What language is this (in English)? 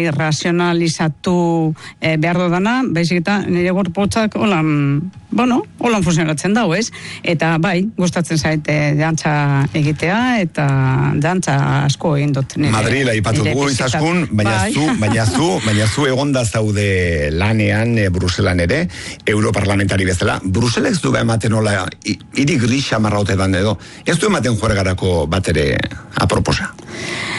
Basque